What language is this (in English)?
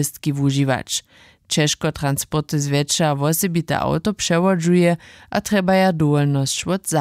Upper Sorbian